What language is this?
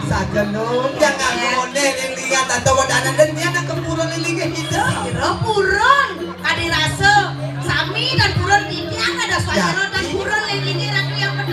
Balinese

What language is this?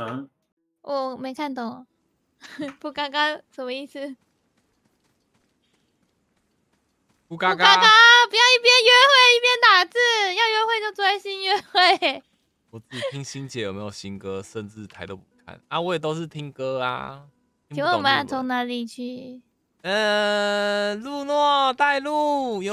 Chinese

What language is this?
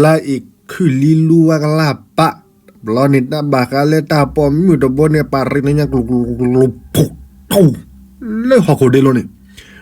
S'gaw Karen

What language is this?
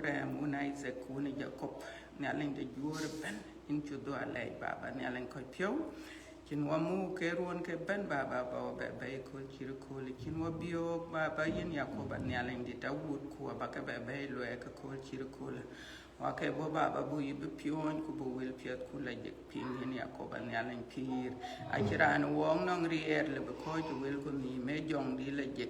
Dinka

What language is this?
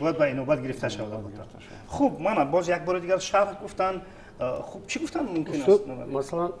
Tajik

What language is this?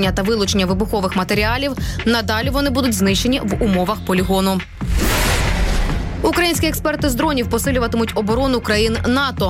Ukrainian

